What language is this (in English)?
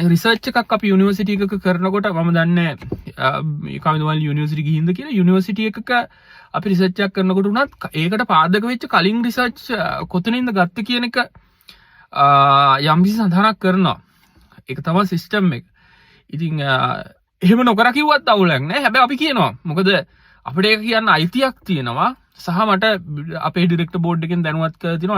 Sinhala